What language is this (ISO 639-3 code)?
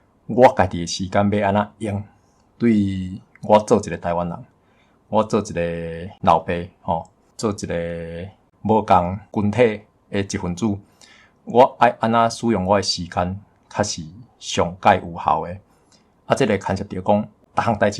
nan